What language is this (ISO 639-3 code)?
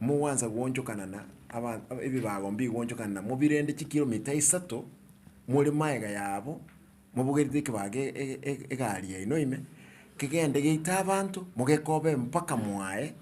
guz